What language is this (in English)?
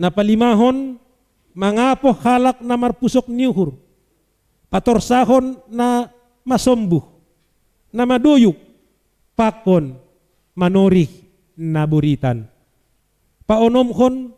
Batak Simalungun